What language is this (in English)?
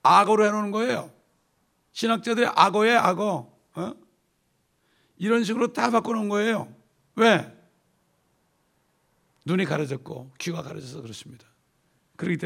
Korean